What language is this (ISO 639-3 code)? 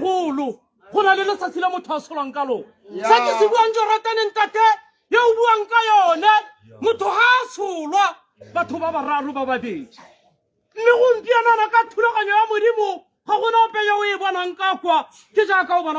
tsn